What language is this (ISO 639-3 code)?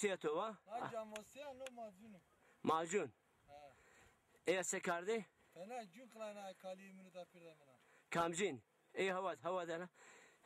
zza